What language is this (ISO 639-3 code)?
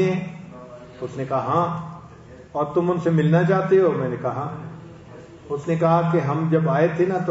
urd